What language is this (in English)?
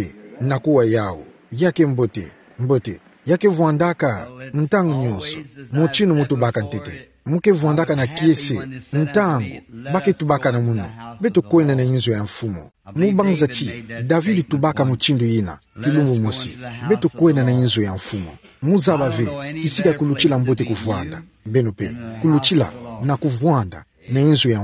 Kituba (Democratic Republic of Congo)